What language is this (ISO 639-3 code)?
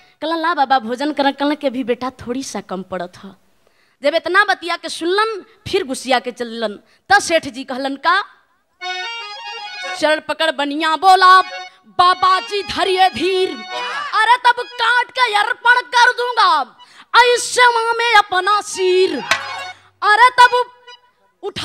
bho